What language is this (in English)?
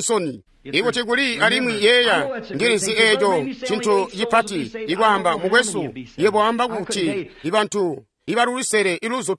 Tonga (Zambia)